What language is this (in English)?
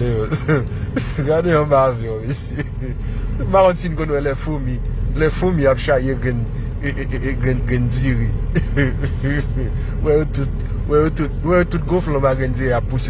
Haitian Creole